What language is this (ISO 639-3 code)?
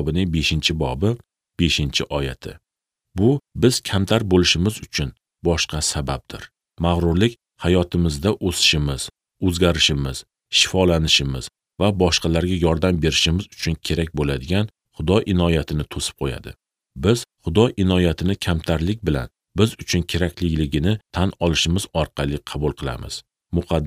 uzb